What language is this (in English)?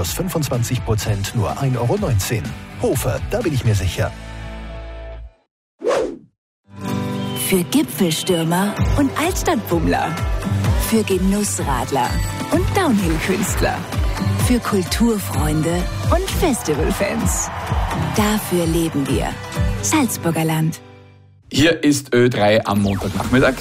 German